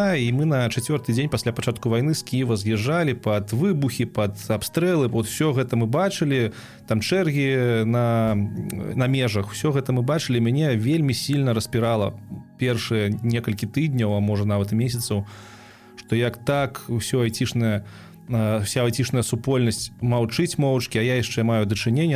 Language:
Belarusian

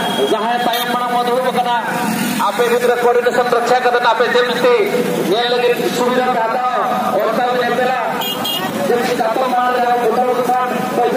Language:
Santali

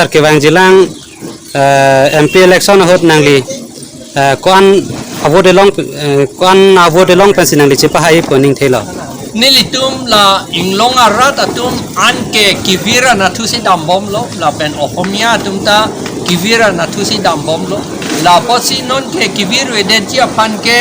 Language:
Karbi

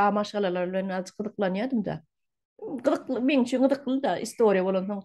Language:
Turkmen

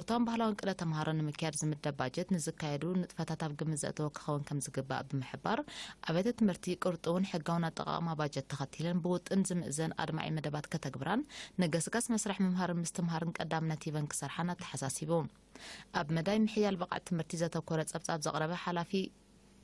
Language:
Tigrinya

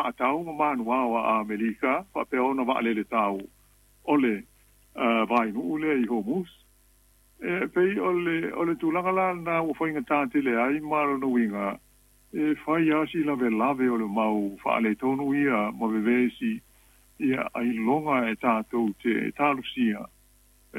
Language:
Samoan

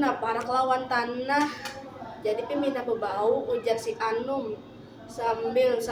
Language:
Banjar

